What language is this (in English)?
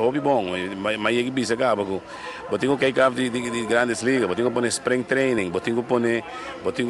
Papiamento